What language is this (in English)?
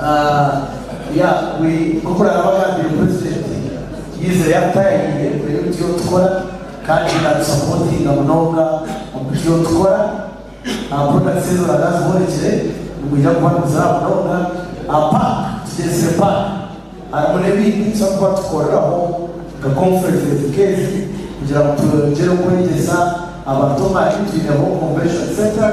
Nyankole